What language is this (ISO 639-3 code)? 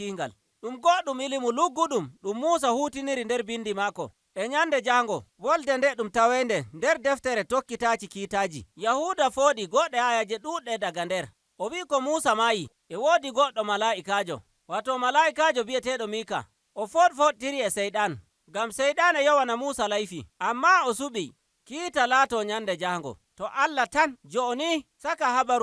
fuv